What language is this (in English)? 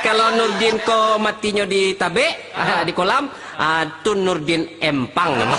Minangkabau